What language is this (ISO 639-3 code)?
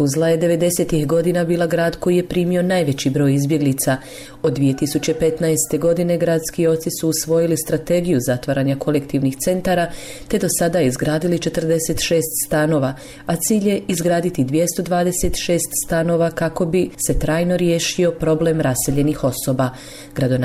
bos